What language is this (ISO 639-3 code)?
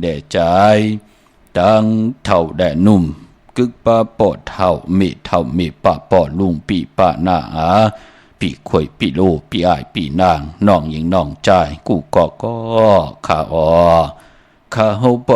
shn